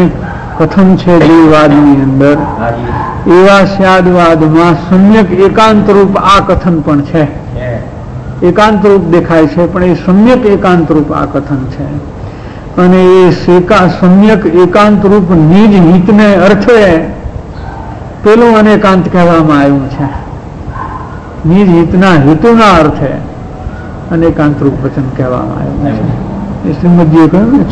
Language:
Gujarati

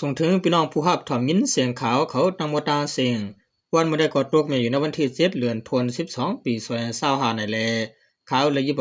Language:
Shan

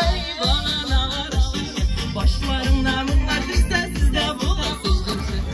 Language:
Tatar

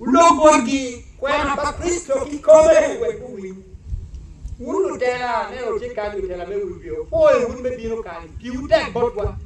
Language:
Acoli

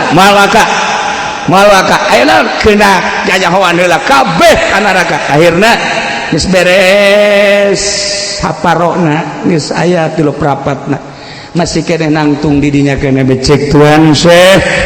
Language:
Sundanese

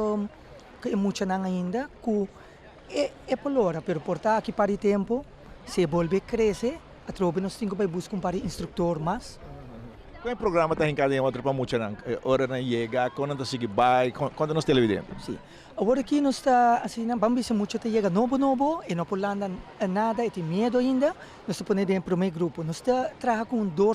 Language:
Papiamento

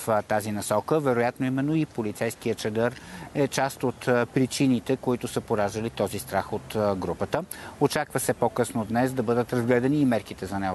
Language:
Bulgarian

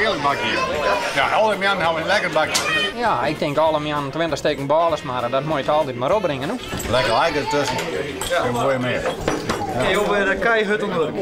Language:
Western Frisian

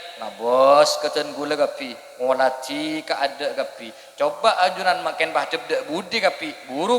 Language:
Madurese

